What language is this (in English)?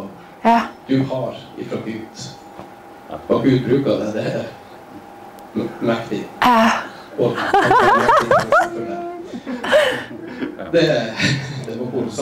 Norwegian